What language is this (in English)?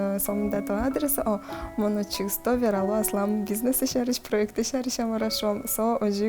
Udmurt